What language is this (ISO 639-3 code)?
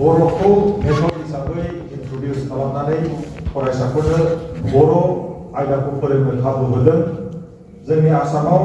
brx